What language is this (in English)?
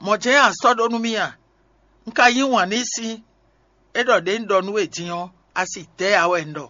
Fon